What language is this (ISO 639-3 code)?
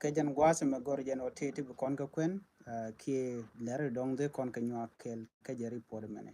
nus